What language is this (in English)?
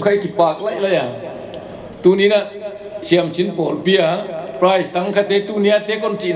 Paite Chin